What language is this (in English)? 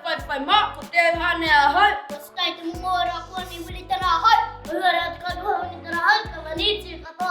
Māori